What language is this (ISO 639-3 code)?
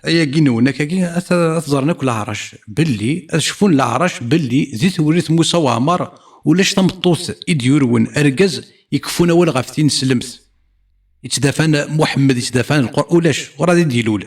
kab